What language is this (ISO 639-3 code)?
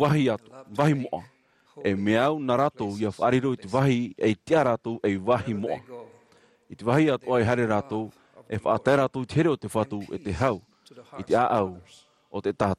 tah